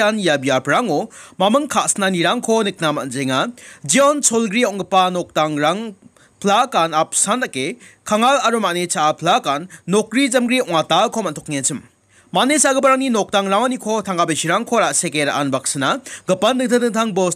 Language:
Garo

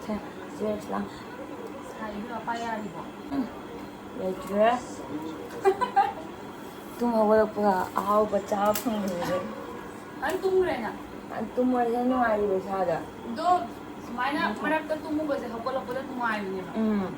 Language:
Manipuri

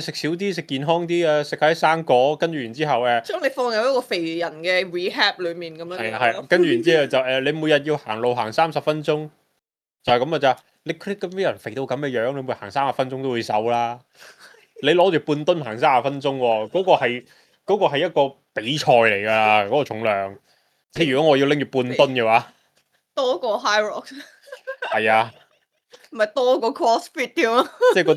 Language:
Cantonese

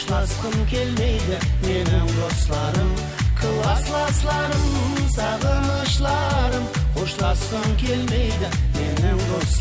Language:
Kara-Kalpak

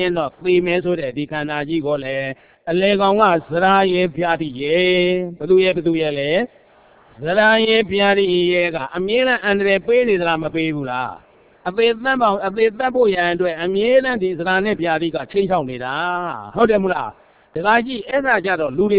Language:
Burmese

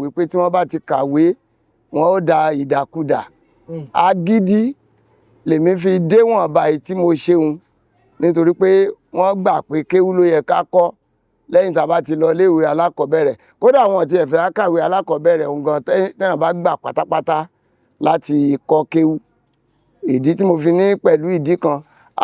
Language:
Yoruba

